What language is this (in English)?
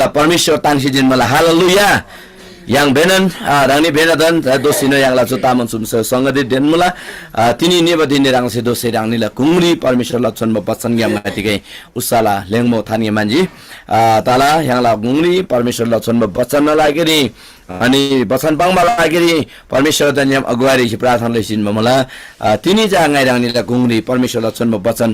Eastern Tamang